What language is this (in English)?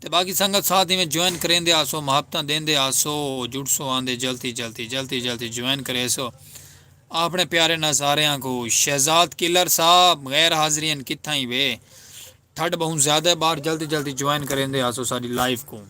Saraiki